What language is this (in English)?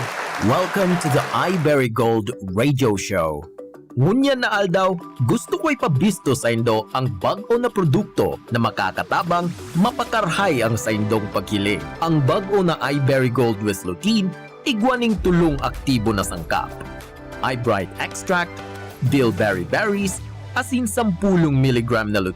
Bikol